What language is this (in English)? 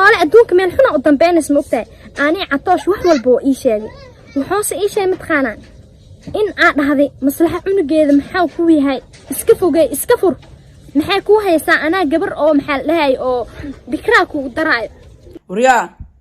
Somali